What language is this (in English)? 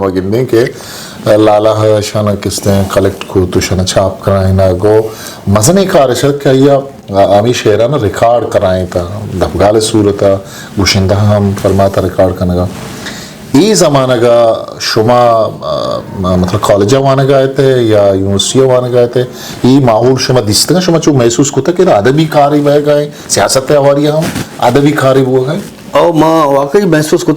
Eastern Balochi